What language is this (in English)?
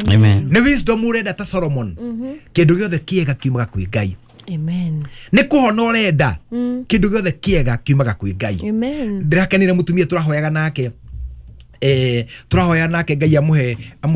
Kikuyu